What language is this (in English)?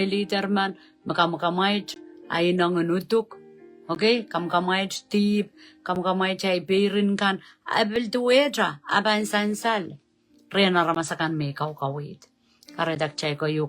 Pohnpeian